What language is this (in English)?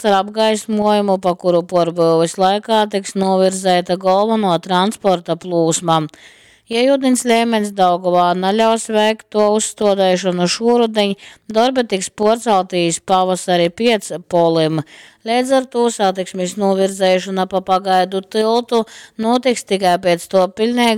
Latgalian